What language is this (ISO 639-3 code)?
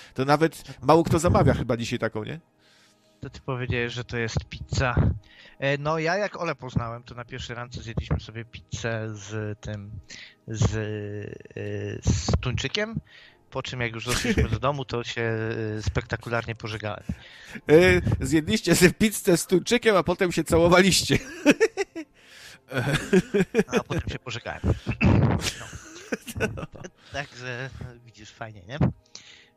pol